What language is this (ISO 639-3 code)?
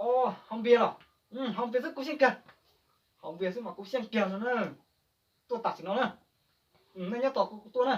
hmn